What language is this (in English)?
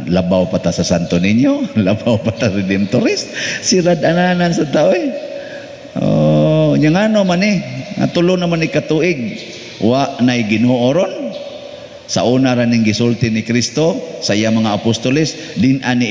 Cebuano